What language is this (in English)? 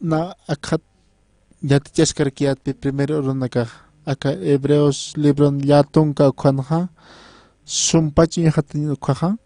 Aymara